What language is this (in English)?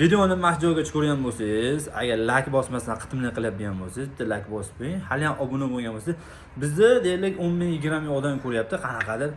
Uzbek